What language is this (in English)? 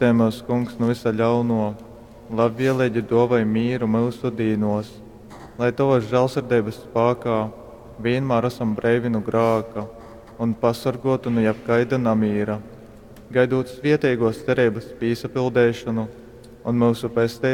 Latgalian